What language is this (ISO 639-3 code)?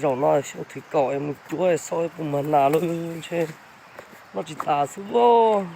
hmn